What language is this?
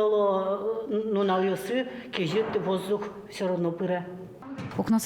Udmurt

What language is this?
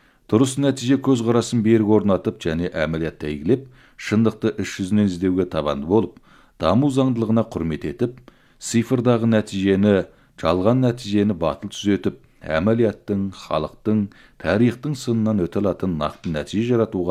Kazakh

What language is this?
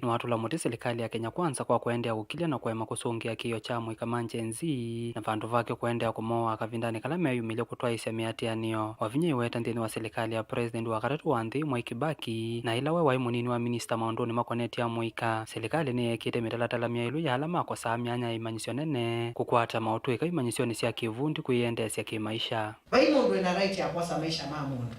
Kamba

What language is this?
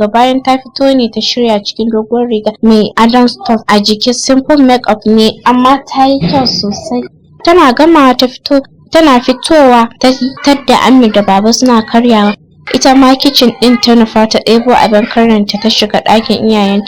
Hausa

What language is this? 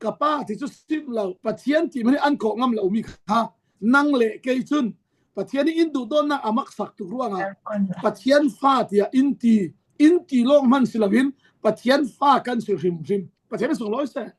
Falam Chin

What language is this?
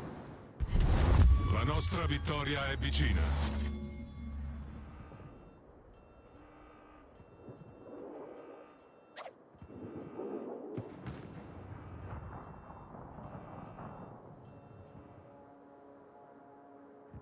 Italian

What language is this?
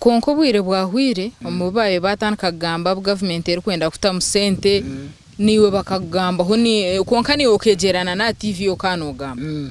Nyankole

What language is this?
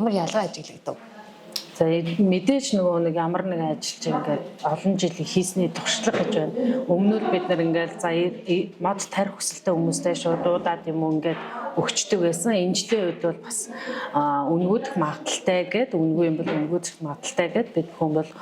Mongolian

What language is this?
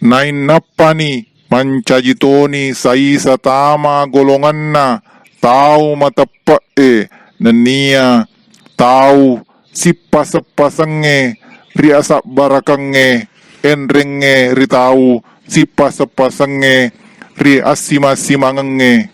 Buginese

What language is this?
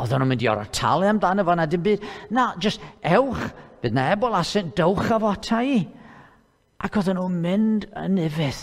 Welsh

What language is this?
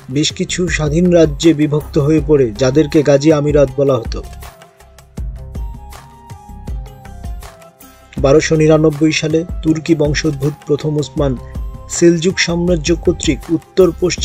Bangla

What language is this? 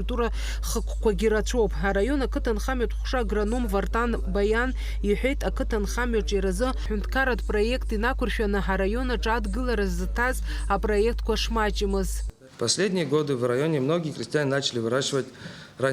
Abkhazian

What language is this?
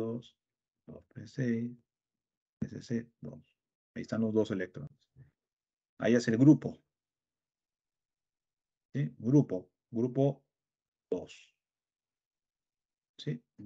Spanish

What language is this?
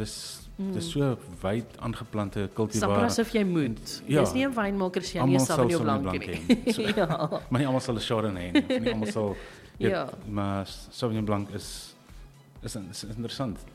Afrikaans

